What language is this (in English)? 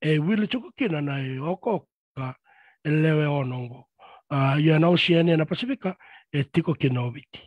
Fijian